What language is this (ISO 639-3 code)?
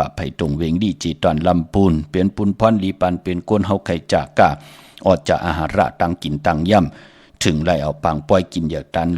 shn